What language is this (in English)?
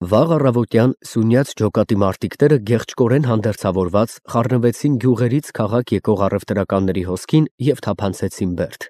Armenian